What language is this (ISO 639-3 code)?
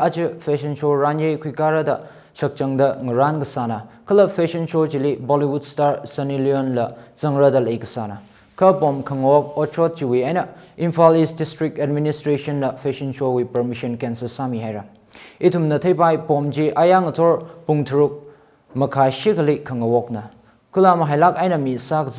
nmf